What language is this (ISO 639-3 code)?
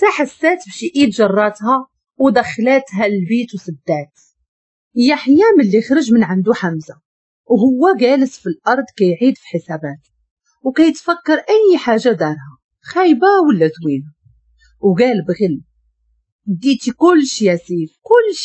ary